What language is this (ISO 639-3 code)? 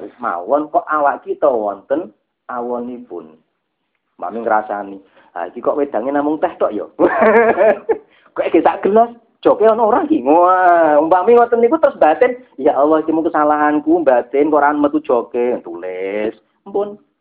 jav